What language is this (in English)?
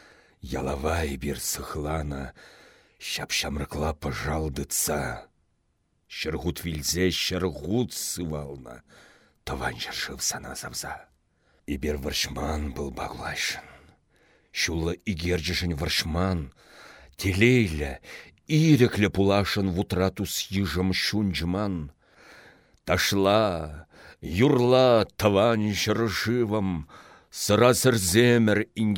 Chuvash